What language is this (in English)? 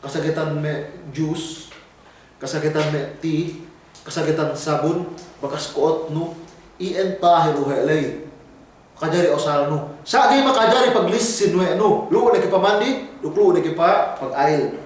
Yakan